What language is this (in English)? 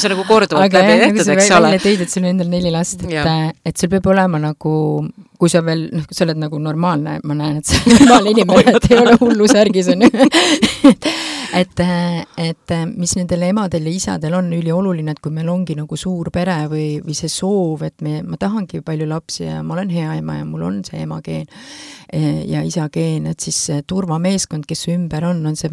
Estonian